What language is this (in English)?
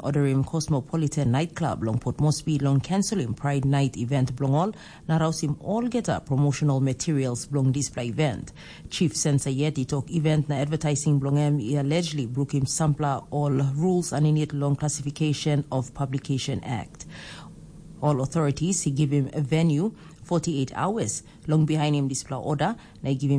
Tok Pisin